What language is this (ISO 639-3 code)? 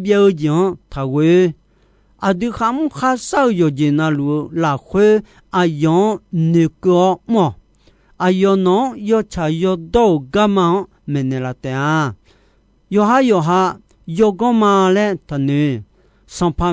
ahk